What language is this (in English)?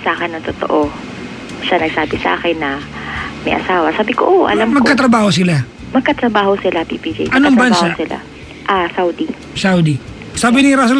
Filipino